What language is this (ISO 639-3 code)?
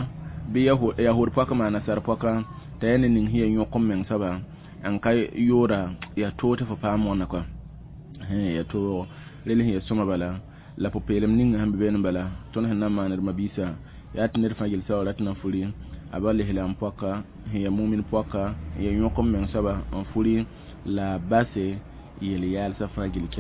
mos